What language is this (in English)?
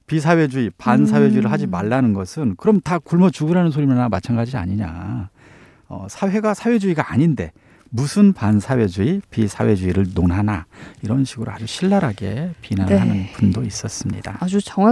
Korean